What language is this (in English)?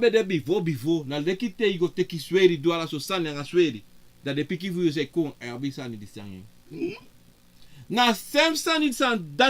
Sranan Tongo